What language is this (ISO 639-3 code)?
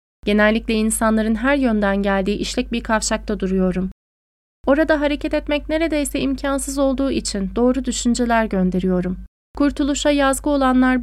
tur